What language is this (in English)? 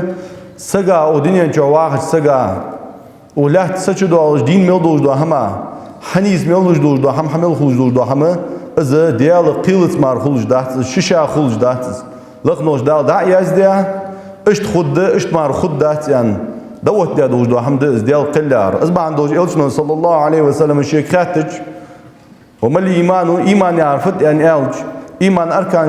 Ingush